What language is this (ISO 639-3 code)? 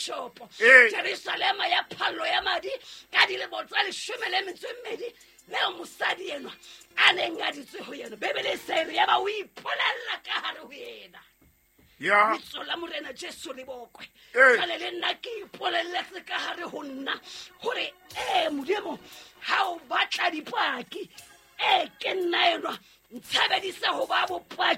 sot